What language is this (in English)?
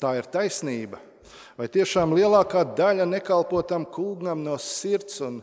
Latvian